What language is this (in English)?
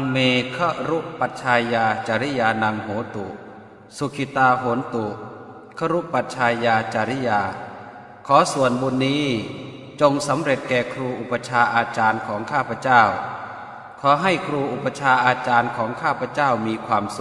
Pali